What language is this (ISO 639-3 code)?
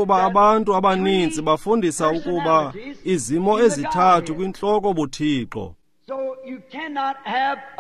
xho